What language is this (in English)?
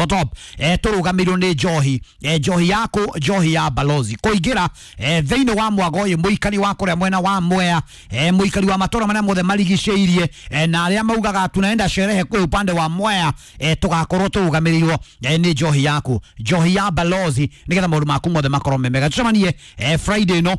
Kikuyu